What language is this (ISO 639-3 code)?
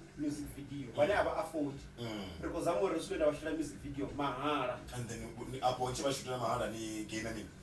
ven